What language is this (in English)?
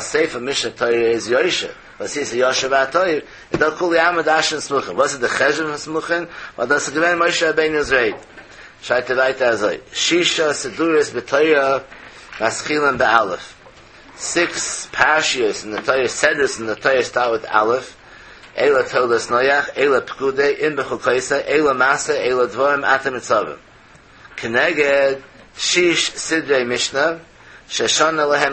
Yiddish